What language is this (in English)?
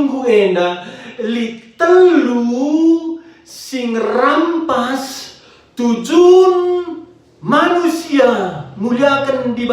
Batak Karo